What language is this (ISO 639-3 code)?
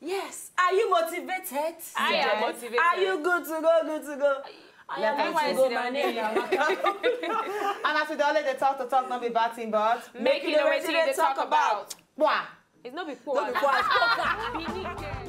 pcm